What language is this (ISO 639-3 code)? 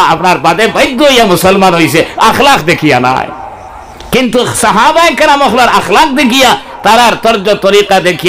syl